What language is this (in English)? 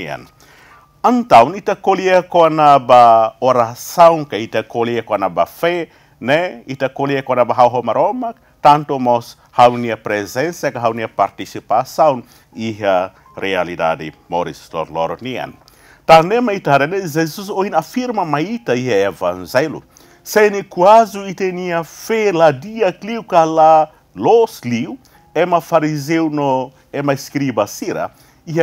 Tetum